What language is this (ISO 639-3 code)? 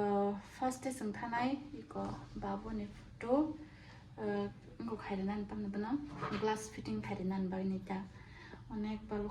trp